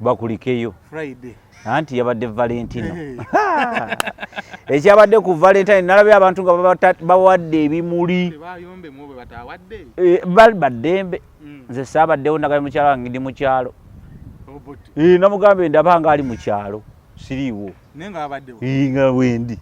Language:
Ganda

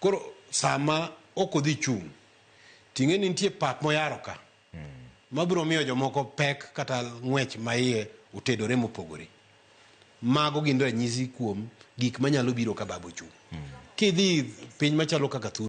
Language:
Luo (Kenya and Tanzania)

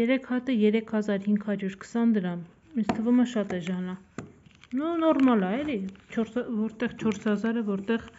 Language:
Armenian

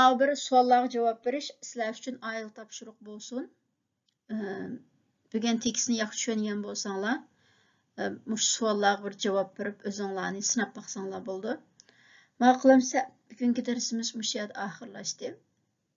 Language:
Uyghur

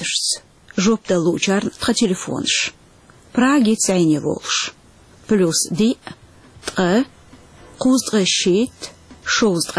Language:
Chechen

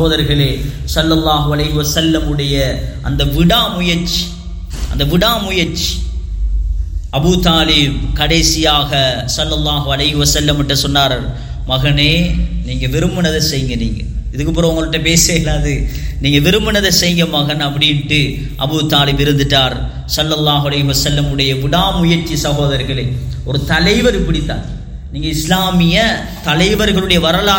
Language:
Tamil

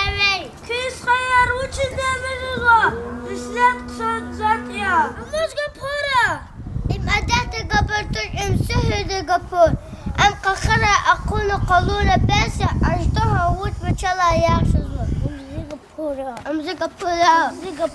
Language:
Lezghian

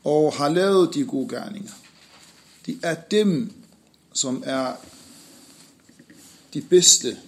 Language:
Danish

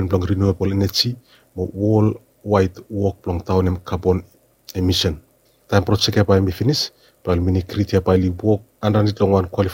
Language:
Bislama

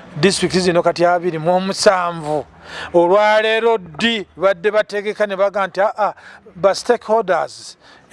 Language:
Ganda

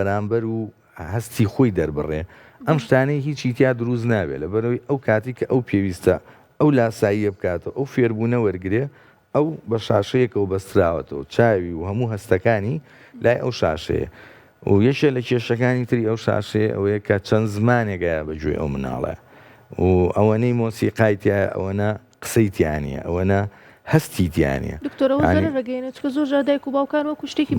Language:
Central Kurdish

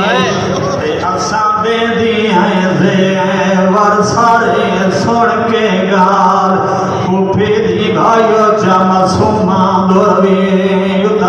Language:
Saraiki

